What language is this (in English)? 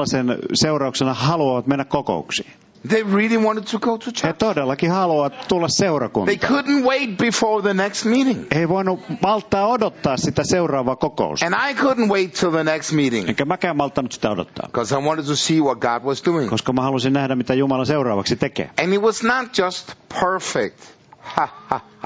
Finnish